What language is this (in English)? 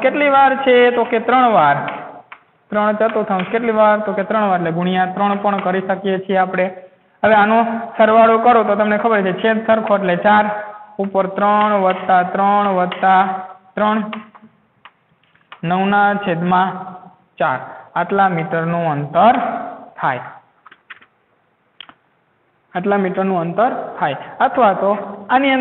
Gujarati